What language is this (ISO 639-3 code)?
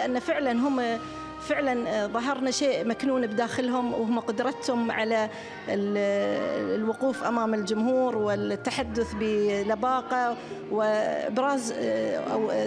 ara